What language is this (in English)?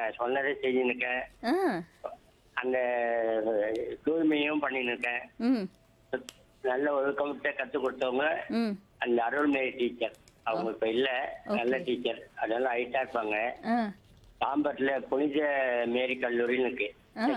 Tamil